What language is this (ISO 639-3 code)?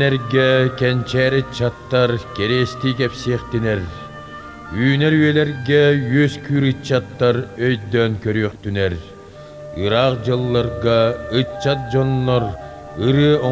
sah